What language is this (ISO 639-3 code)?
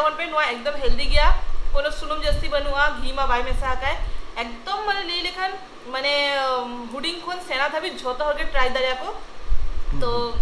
sat